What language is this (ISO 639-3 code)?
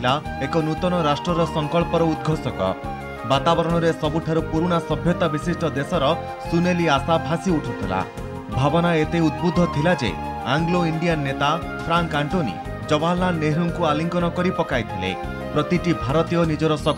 ori